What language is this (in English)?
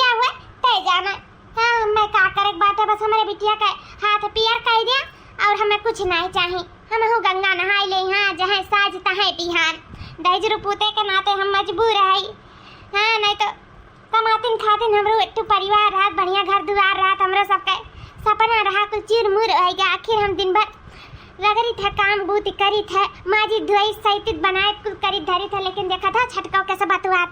Awadhi